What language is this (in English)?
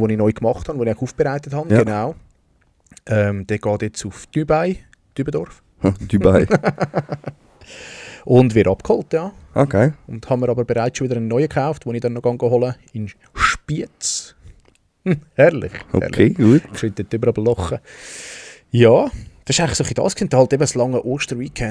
Swiss German